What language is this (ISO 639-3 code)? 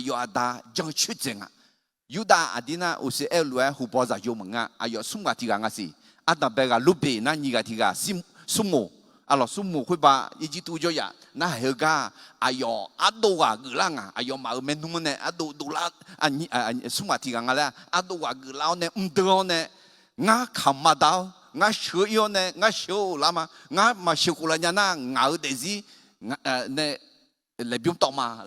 ahk